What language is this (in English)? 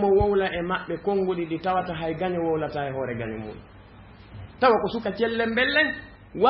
Fula